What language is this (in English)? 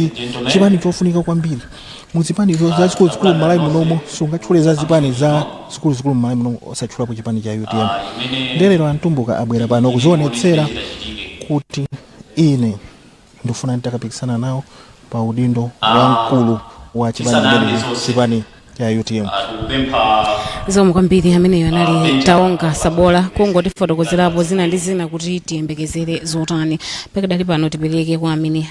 Nyanja